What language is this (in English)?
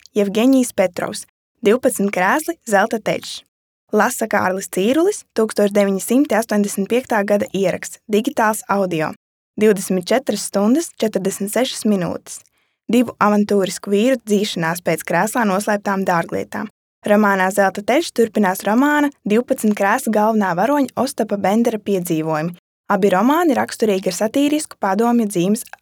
Latvian